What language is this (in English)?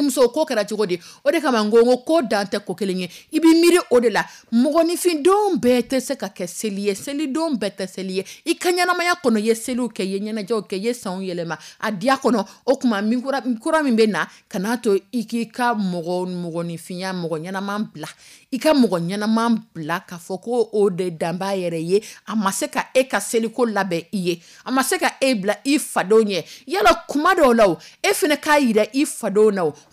Dyula